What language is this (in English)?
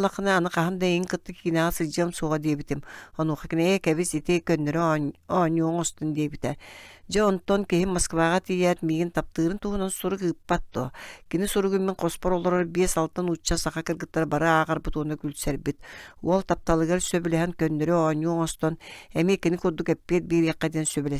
Yakut